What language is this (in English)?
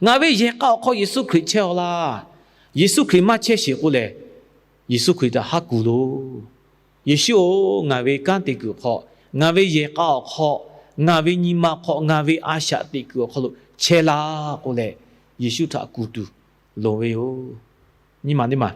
Lahu